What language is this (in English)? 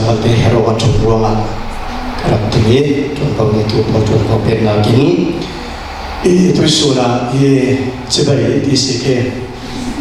Falam Chin